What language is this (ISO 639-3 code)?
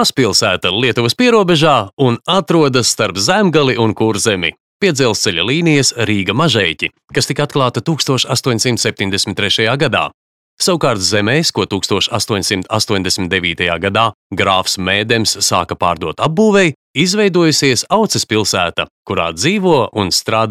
lav